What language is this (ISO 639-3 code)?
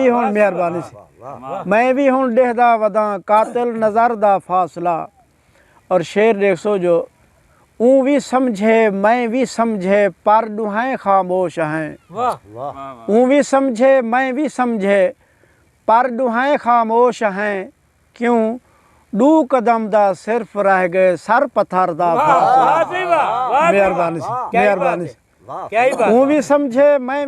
skr